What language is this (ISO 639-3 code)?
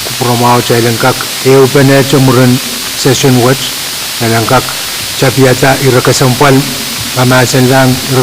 pon